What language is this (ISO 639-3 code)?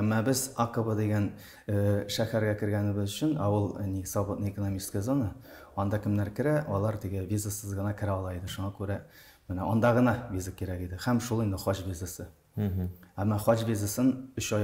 tat